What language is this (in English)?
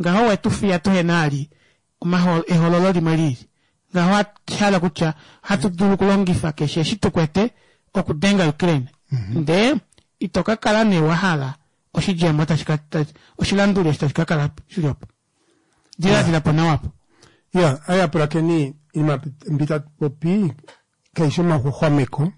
Kuanyama